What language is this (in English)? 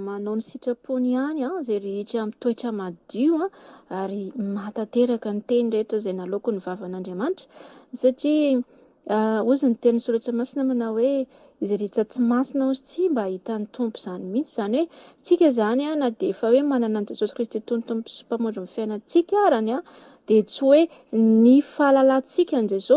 Malagasy